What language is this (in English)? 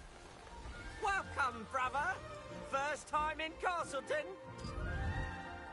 English